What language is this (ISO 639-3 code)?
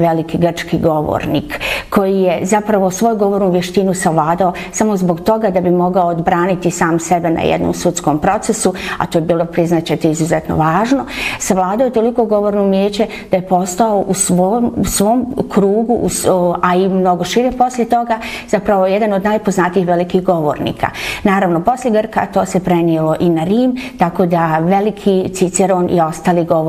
bos